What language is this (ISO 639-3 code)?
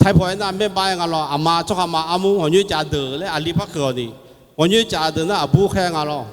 ahk